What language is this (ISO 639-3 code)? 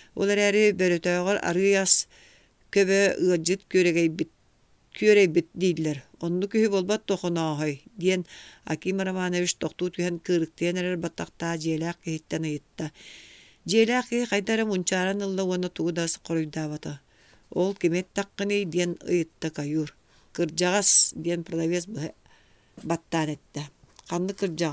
sah